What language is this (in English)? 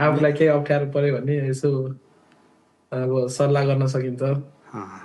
Nepali